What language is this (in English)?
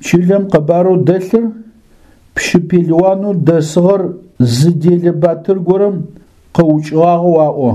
Adyghe